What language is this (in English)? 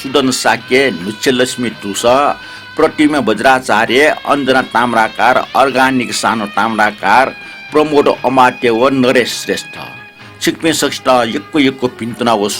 Newari